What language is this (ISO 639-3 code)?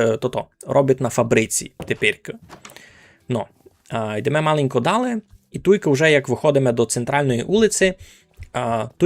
rue